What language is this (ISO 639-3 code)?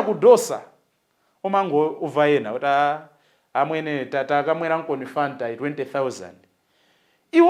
nya